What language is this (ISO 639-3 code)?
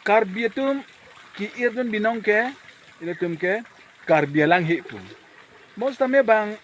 mjw